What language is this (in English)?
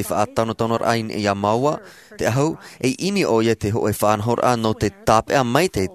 Tahitian